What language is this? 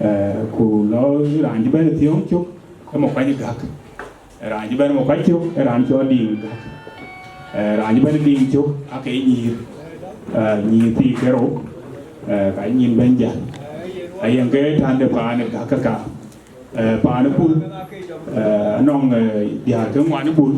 Dinka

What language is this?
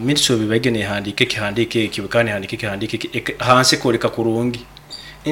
Nyoro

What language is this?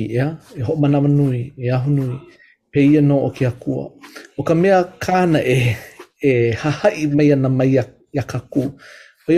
Hawaiian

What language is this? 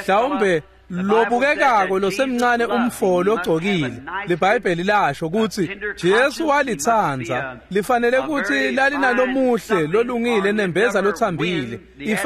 Swati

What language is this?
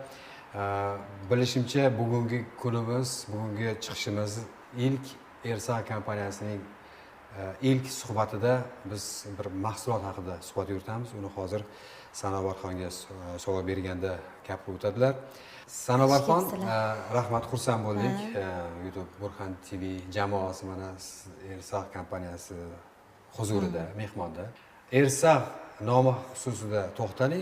Uzbek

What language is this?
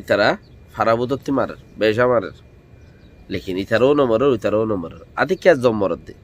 Rohingya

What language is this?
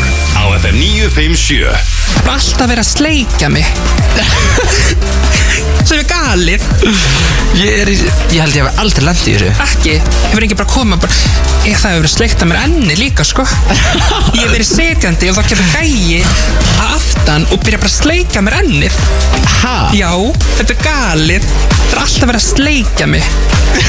Icelandic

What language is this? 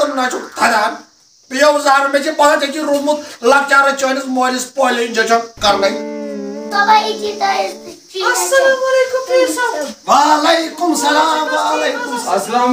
Kashmiri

